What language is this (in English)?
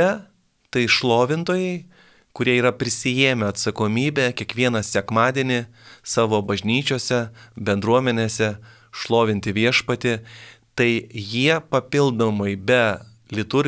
Lithuanian